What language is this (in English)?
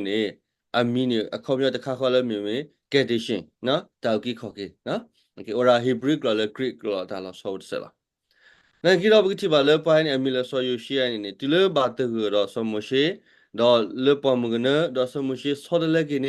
S'gaw Karen